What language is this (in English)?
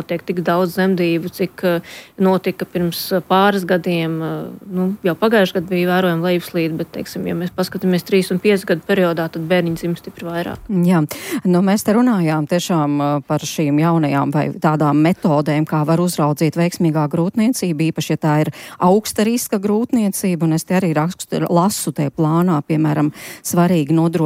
Latvian